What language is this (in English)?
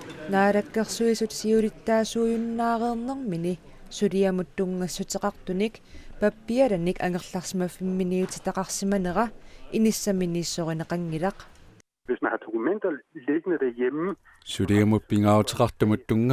Kalaallisut